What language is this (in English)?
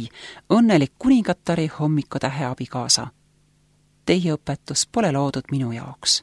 Estonian